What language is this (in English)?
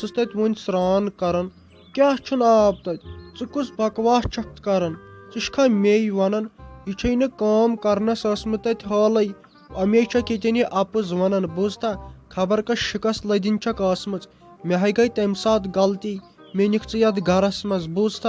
Kashmiri